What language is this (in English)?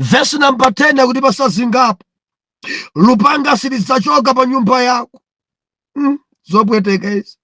Nyanja